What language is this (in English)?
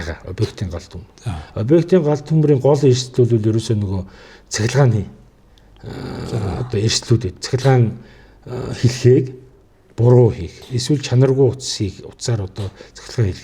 Mongolian